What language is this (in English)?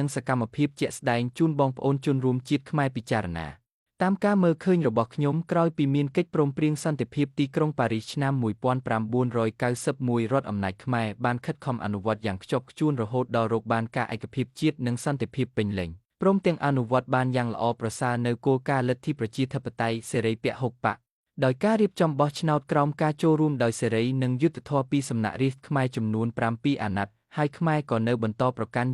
Khmer